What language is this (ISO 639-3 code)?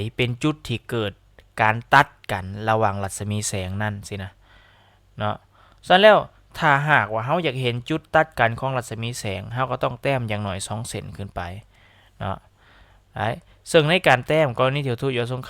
lao